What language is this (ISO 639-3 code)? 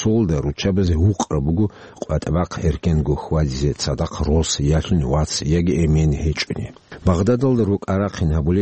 ava